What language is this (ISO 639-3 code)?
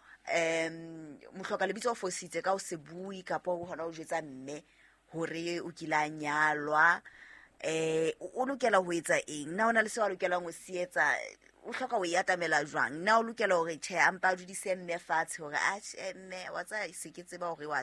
sot